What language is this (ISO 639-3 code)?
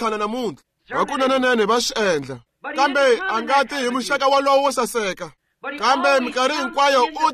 tso